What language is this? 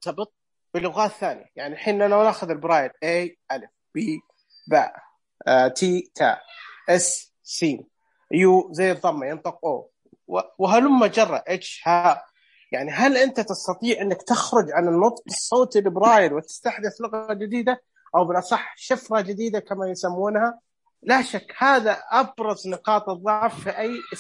Najdi Arabic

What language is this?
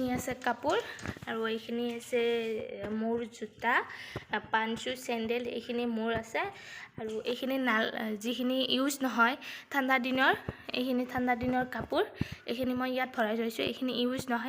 Assamese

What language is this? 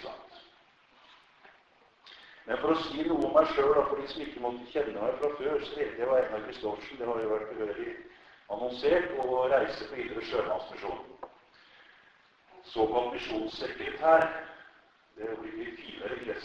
Norwegian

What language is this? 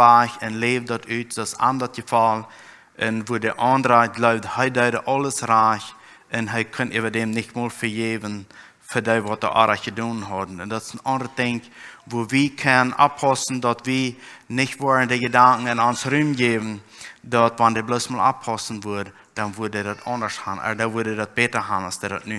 Plautdietsch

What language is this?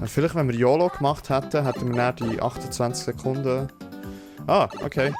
Swiss German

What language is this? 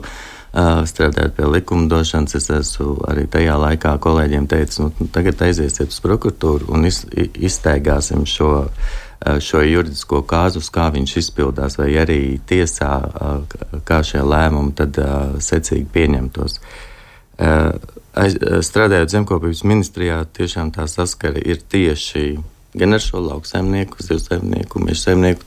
Latvian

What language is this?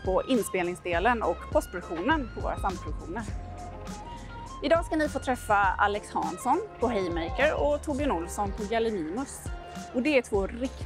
Swedish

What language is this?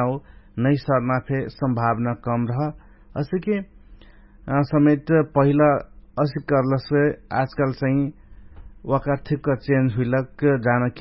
Dangaura Tharu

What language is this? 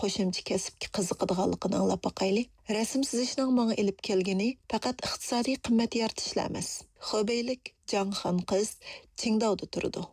Uyghur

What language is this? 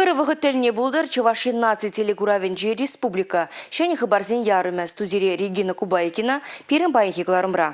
Chuvash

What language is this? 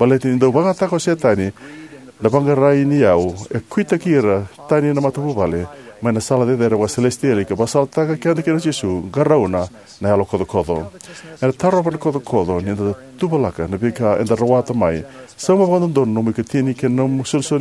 Fijian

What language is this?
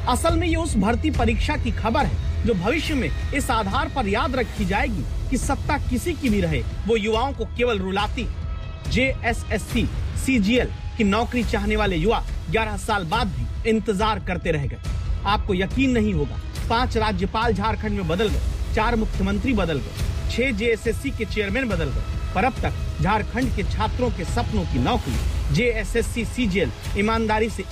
Hindi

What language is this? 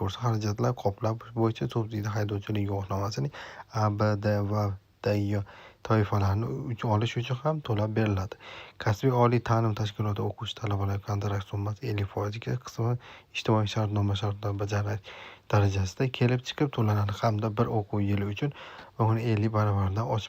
Uzbek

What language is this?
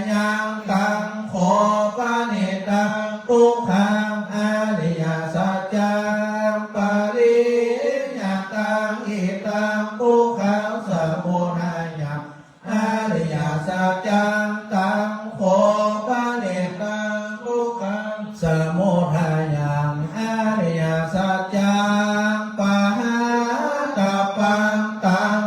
Pali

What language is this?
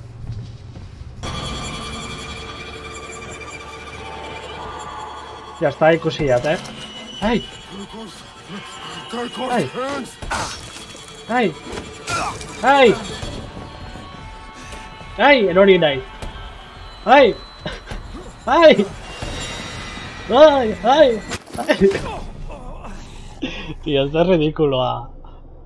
Basque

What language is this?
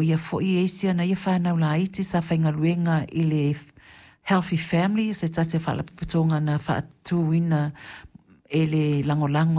Samoan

